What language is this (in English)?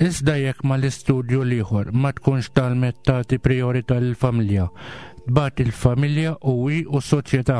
Maltese